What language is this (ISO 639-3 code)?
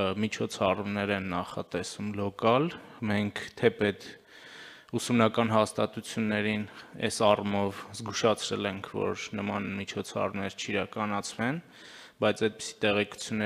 hye